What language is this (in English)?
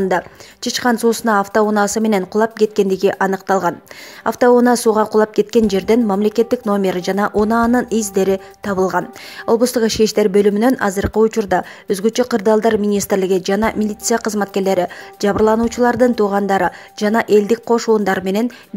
Kyrgyz